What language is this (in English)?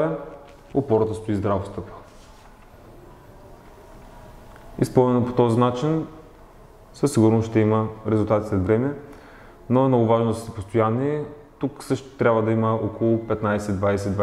Bulgarian